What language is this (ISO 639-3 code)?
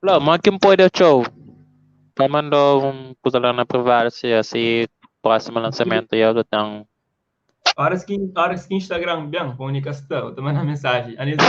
kea